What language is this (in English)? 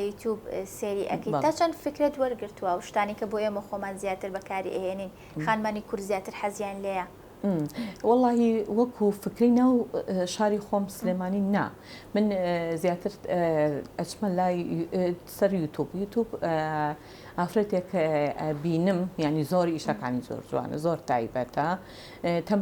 Central Kurdish